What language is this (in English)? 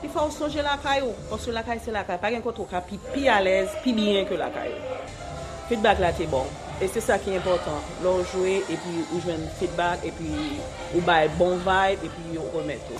Haitian Creole